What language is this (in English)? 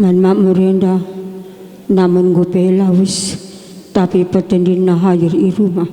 Batak Karo